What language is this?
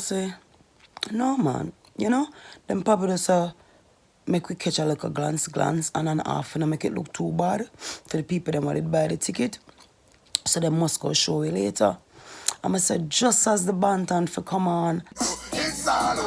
Jamaican Creole English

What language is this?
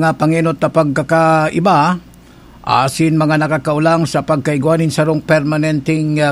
Bikol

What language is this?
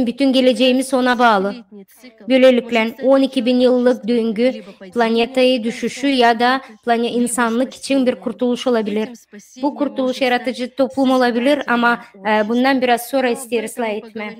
Gagauz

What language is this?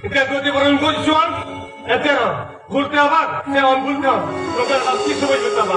Santali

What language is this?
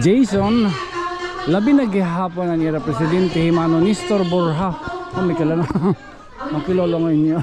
Waray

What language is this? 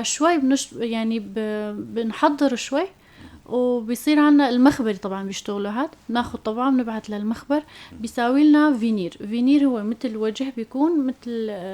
North Levantine Arabic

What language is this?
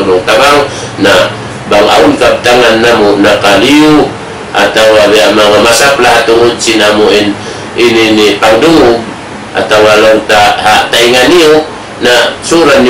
Tausug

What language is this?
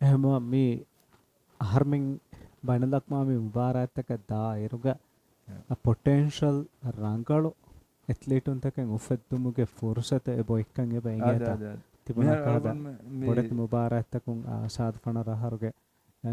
Divehi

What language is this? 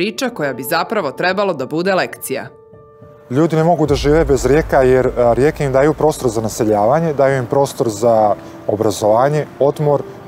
Serbian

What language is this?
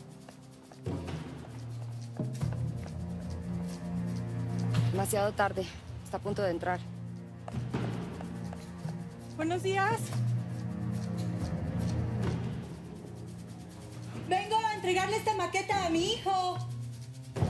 Spanish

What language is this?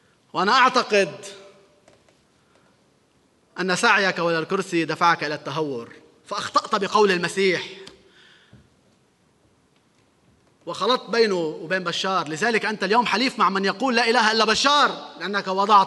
North Levantine Arabic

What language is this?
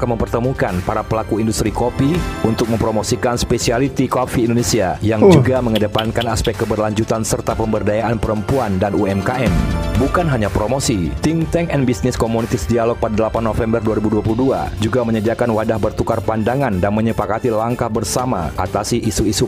Indonesian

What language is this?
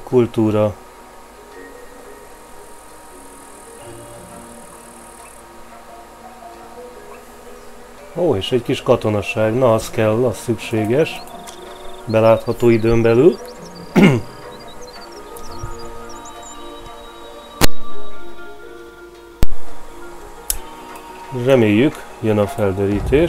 Hungarian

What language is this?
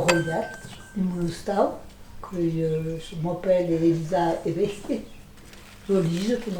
Occitan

